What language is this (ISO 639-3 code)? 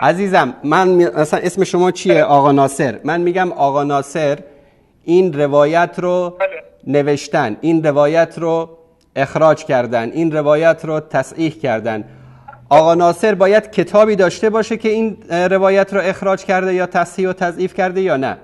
fas